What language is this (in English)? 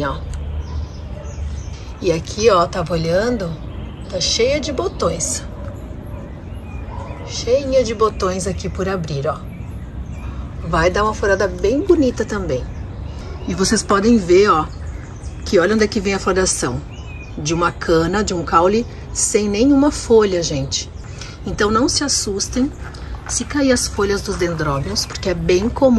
Portuguese